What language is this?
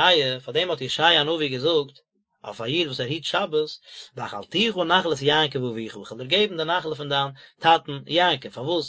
Yiddish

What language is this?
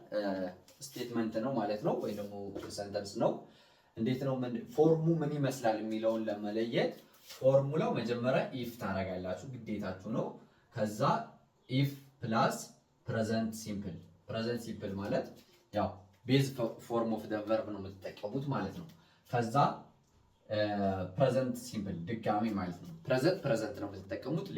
Amharic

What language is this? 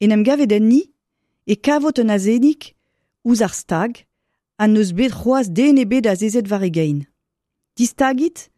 Breton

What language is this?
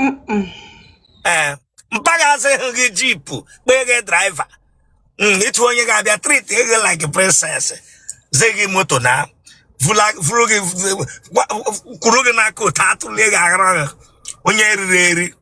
Igbo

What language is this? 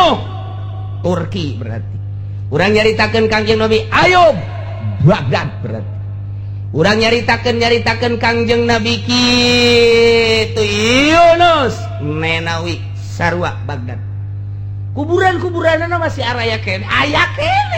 Sundanese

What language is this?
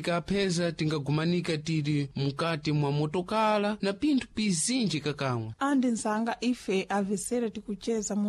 Sena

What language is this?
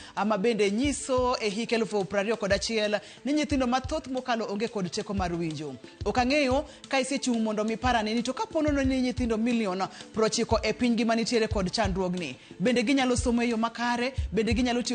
Luo (Kenya and Tanzania)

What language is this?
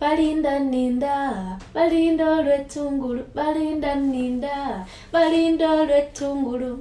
Ganda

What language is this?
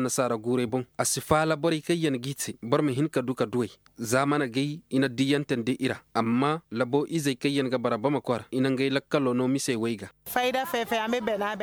Koyraboro Senni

